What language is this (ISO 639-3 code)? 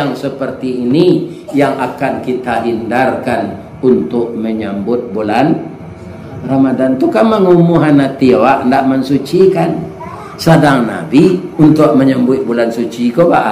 min